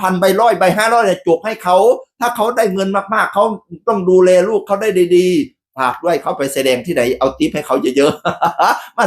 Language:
Northeastern Thai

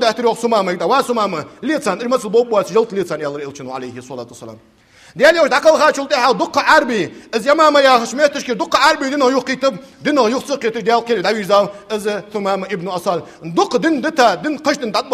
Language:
Ingush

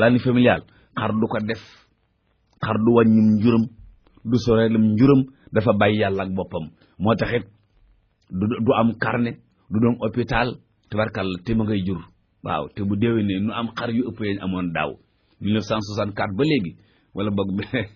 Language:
Wolof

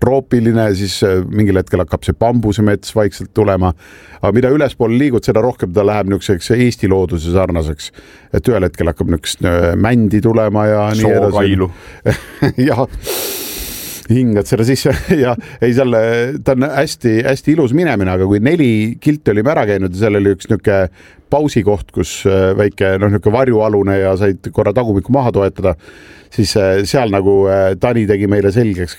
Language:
Estonian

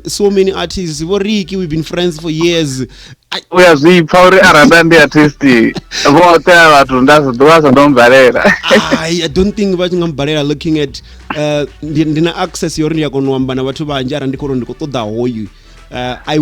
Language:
Venda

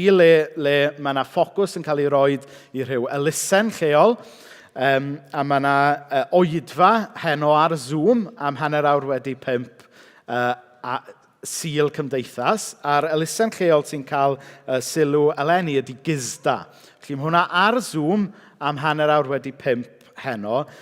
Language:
Welsh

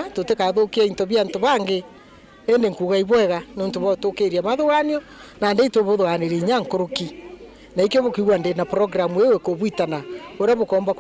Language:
Meru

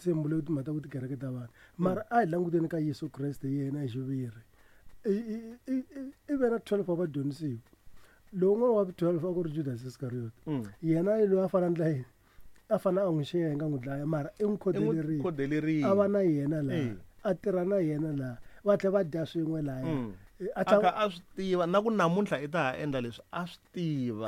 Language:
Tsonga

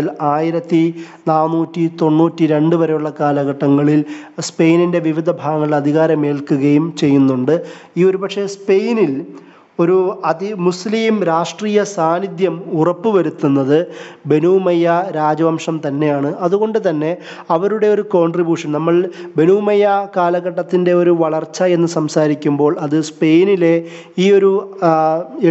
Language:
Malayalam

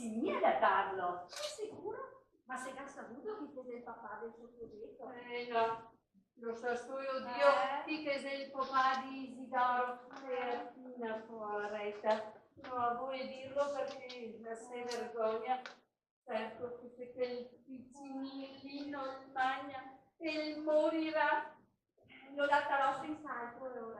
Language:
Venetian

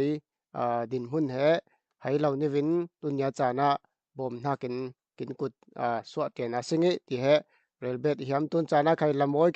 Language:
Falam Chin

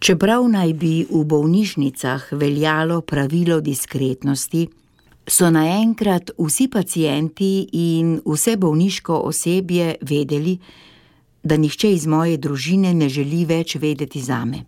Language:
Slovenian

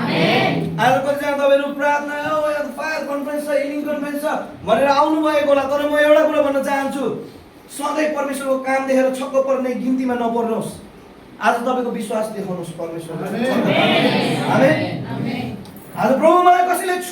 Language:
Nepali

